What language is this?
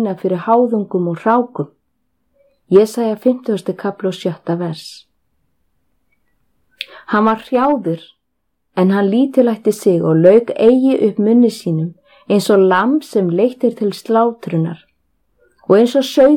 Icelandic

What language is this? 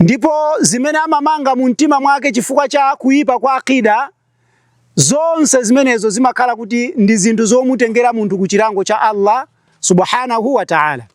Nyanja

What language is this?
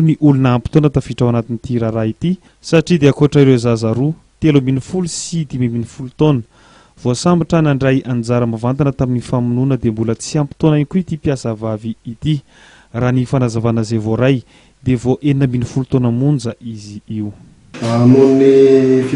Malagasy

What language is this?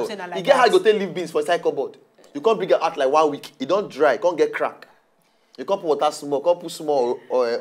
Nigerian Pidgin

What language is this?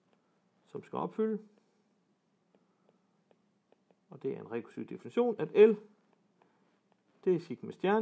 Danish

